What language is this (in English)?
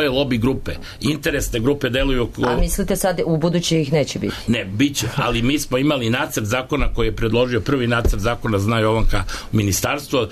Serbian